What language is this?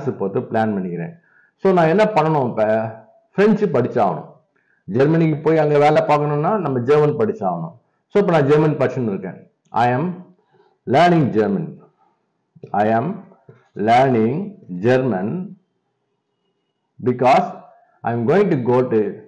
Tamil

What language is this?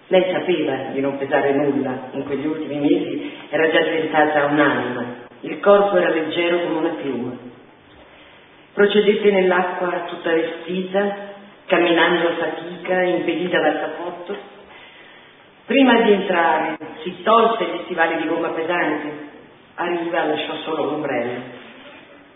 Italian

